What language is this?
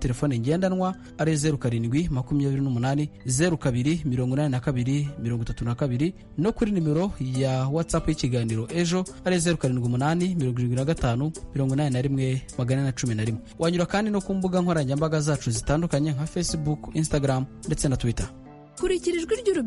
Kinyarwanda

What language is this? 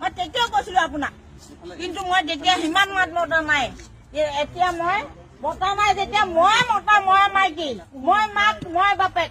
Assamese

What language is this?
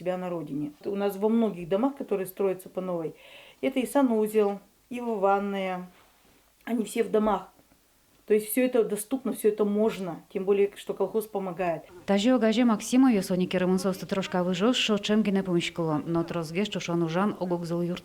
Udmurt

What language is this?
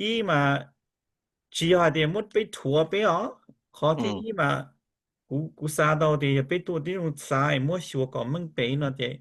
Hmong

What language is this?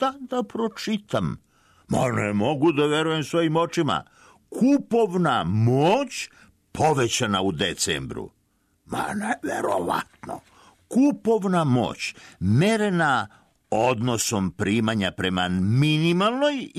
Serbian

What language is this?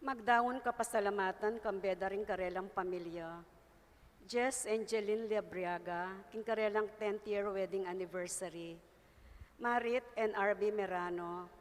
Pampanga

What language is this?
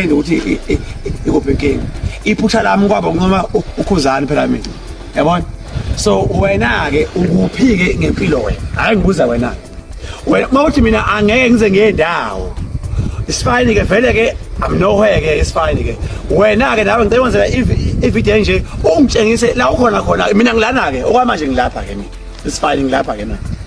Zulu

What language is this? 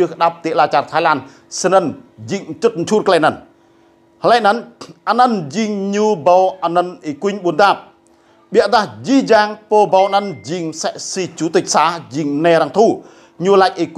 Rade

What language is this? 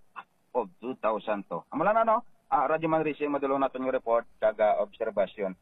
Hiligaynon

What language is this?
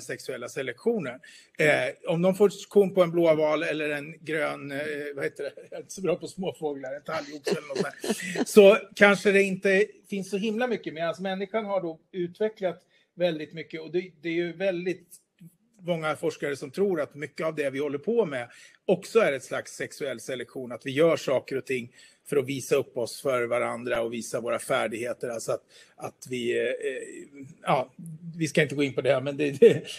Swedish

